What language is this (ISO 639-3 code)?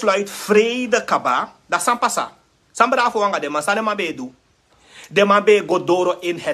srn